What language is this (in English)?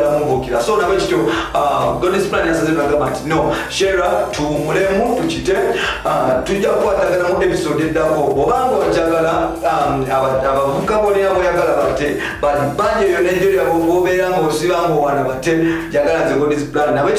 Ganda